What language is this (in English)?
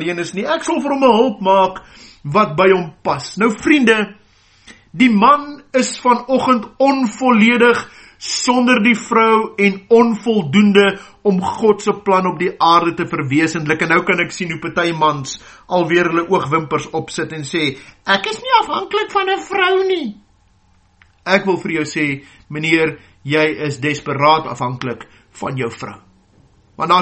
Afrikaans